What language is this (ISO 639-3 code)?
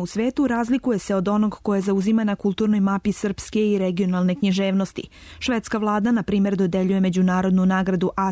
srp